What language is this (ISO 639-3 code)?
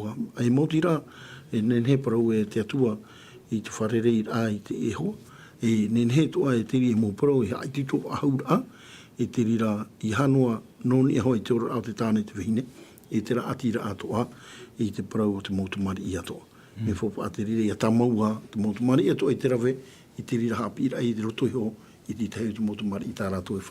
tah